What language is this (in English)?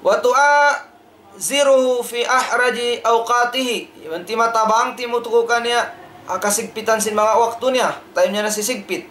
Tausug